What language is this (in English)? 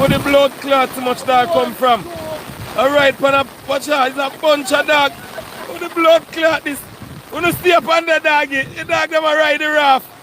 Jamaican Creole English